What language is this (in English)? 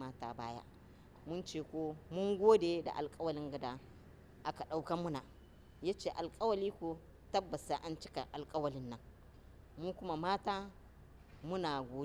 Hausa